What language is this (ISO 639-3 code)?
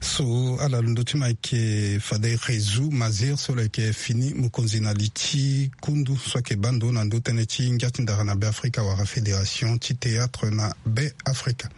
sag